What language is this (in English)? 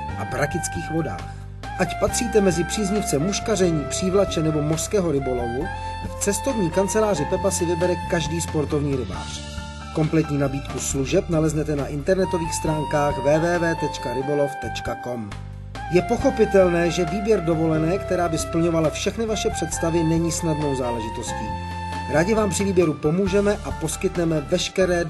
Czech